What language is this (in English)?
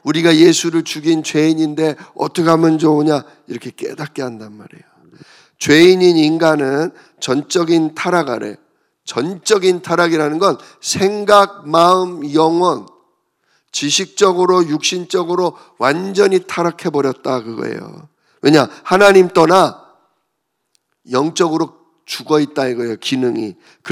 Korean